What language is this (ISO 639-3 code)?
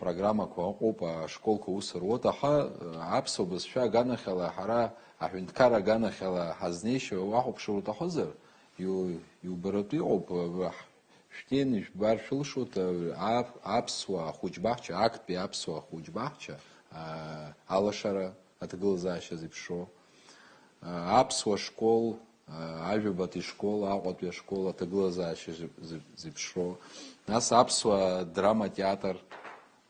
abk